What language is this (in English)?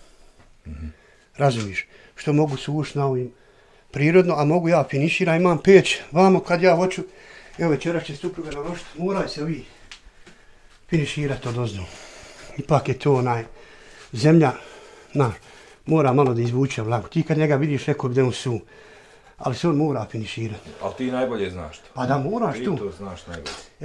Bosnian